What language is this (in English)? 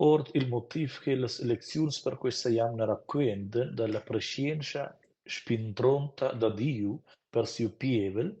Romansh